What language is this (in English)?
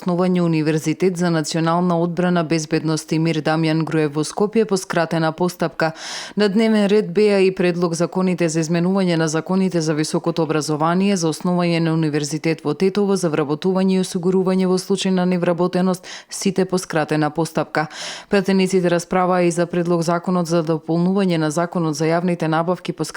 Macedonian